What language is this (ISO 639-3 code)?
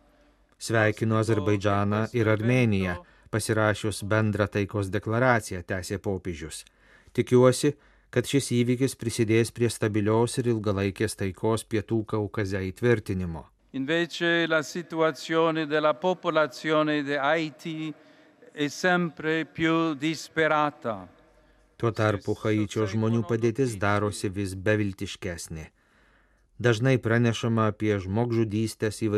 lit